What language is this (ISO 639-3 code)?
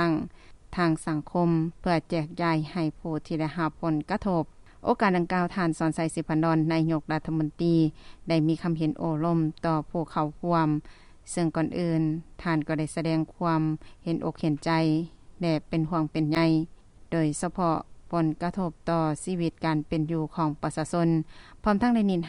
lao